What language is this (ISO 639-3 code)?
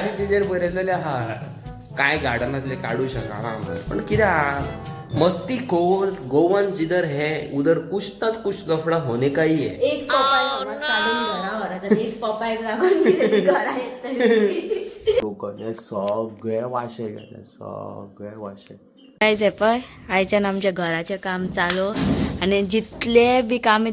kok